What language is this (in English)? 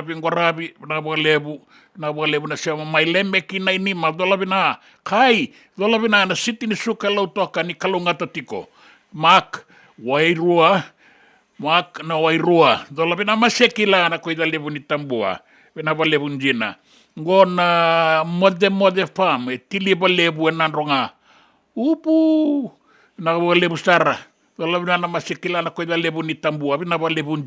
Fijian